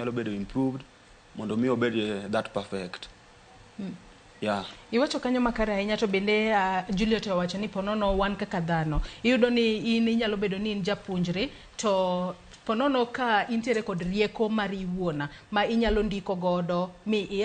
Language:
Luo (Kenya and Tanzania)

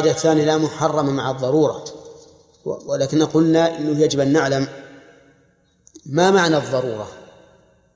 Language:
Arabic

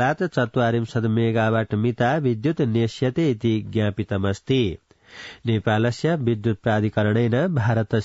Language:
Sanskrit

